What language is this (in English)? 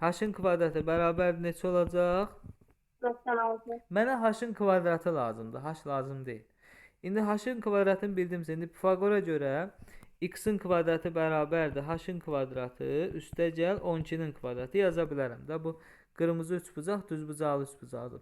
Azerbaijani